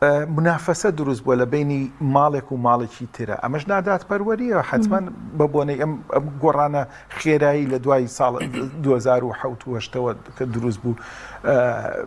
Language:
Central Kurdish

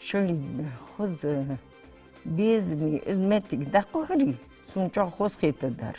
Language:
Ingush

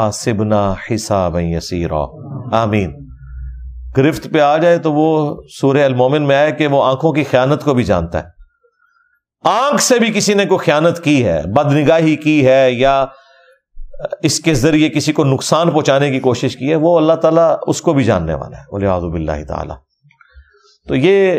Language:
Urdu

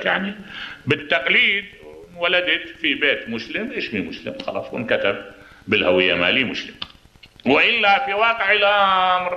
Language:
Mesopotamian Arabic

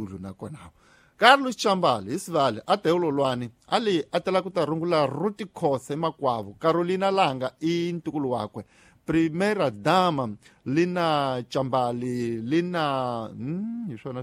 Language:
Tsonga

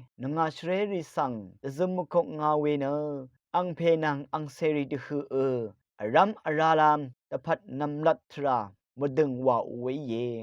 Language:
Rawang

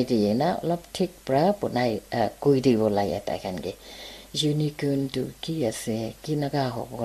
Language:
Naga Pidgin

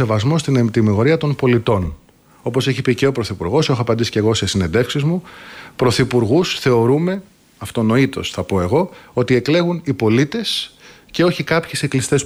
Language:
Greek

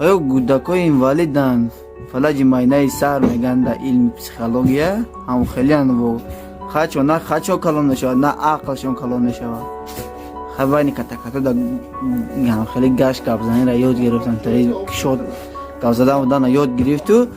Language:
Tajik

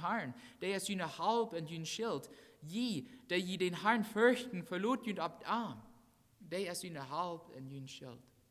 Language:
Plautdietsch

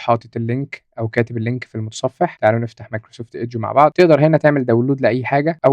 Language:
Egyptian Arabic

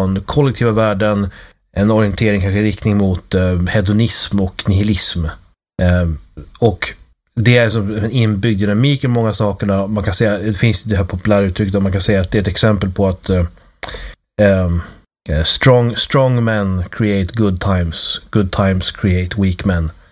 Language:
Swedish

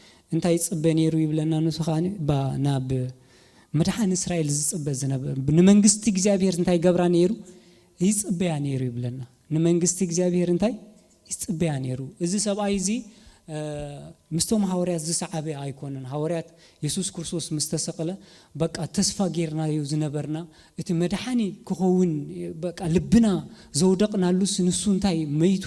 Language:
Tigrinya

